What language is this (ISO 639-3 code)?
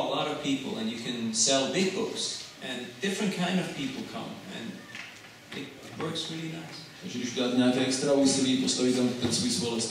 ces